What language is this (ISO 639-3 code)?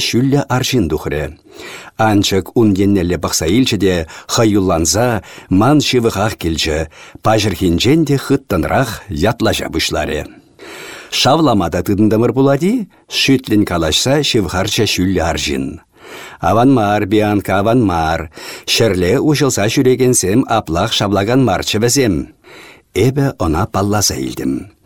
chv